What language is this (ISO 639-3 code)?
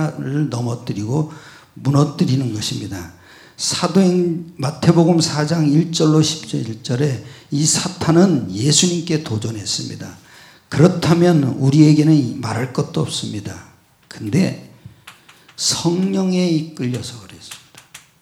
kor